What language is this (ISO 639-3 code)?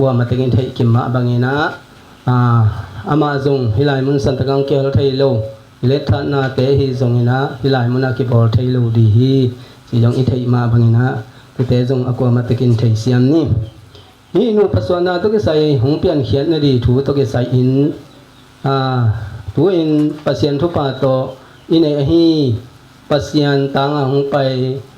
ctd